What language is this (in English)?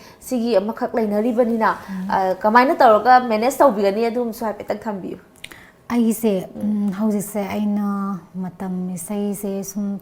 Manipuri